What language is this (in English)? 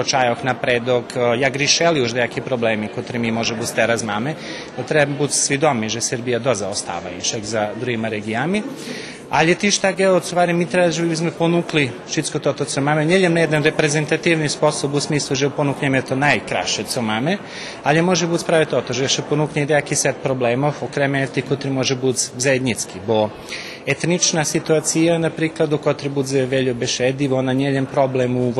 Rusyn